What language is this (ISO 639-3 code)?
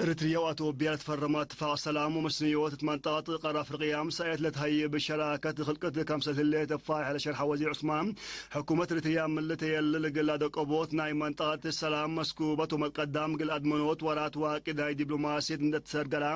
tig